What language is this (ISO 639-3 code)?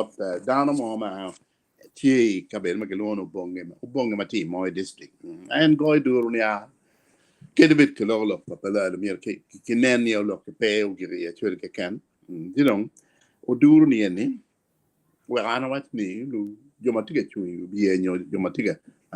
ach